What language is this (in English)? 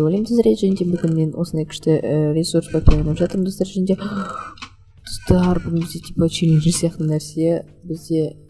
Kazakh